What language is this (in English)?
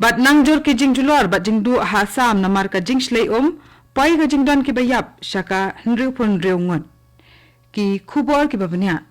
Khasi